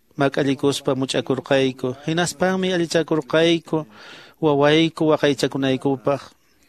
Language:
Quechua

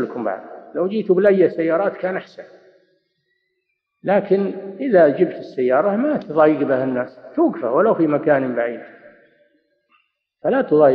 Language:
Arabic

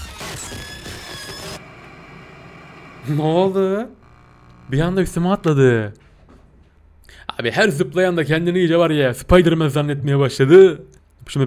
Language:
Turkish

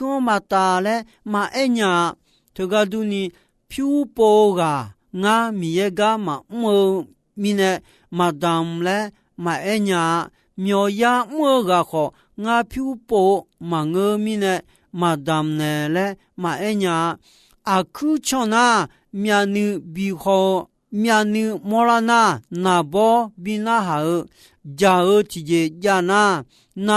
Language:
Akha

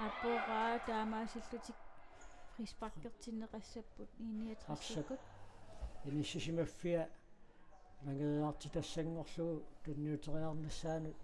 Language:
Kalaallisut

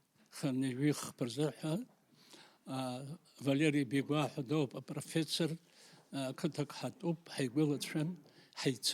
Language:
Abkhazian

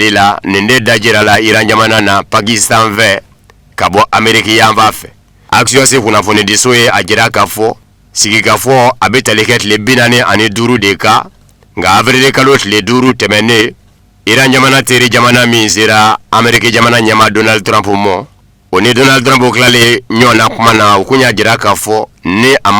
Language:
Bambara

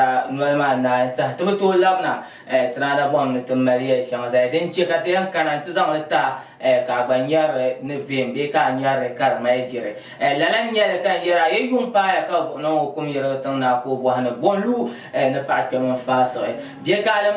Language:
Dagbani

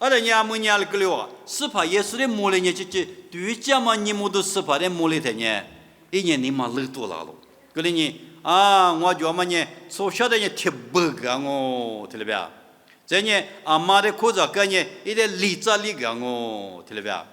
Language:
Lisu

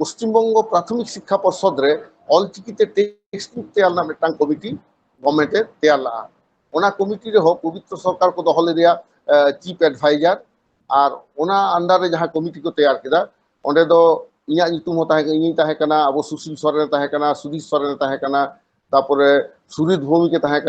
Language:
Santali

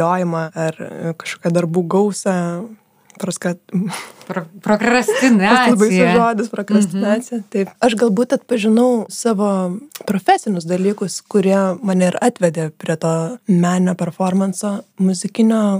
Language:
Lithuanian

